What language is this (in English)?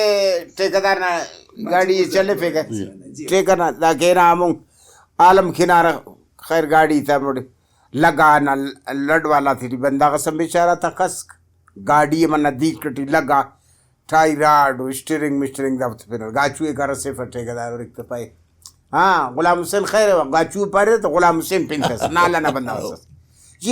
Brahui